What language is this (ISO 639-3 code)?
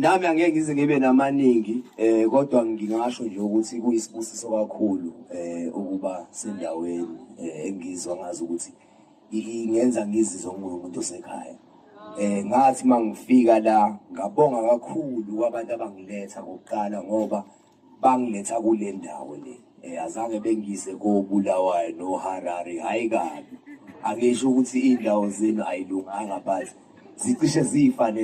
zul